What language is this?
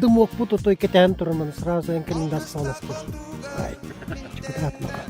Yakut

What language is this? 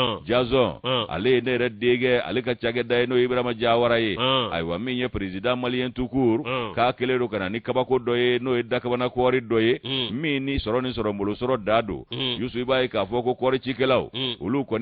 Bambara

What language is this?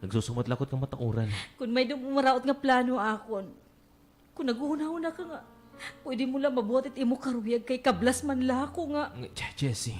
Waray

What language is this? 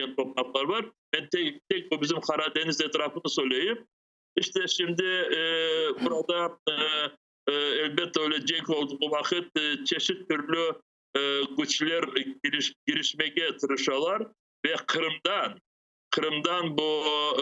Crimean Tatar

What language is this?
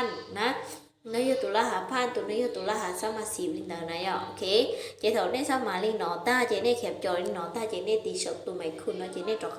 Hmong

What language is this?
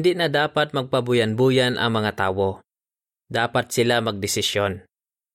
Hiligaynon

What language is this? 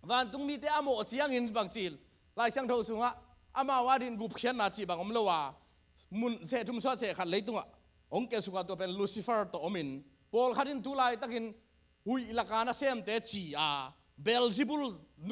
Tedim Chin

